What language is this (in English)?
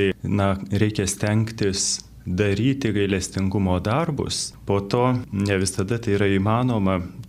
Lithuanian